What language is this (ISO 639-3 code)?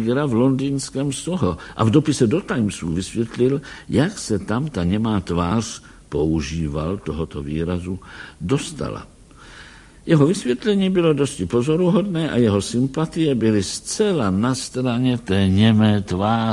ces